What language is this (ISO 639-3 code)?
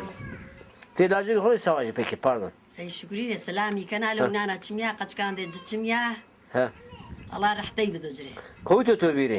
zza